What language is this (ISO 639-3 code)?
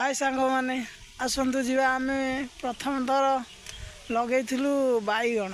ori